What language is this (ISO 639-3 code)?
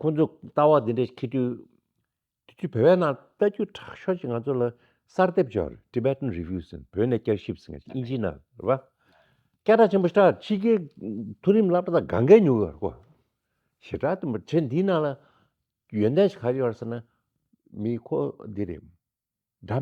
bod